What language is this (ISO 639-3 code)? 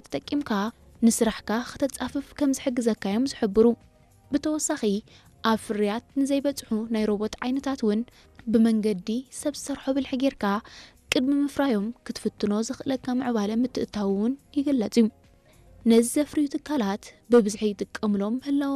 tir